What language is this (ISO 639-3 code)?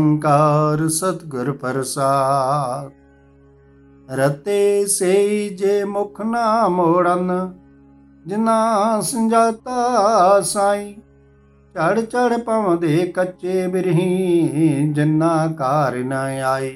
pan